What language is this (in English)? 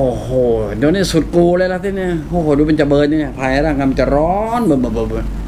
Thai